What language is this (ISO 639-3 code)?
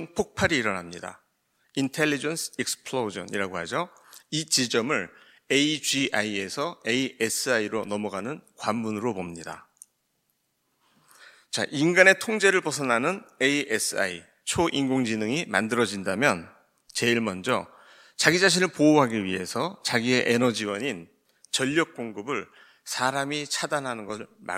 kor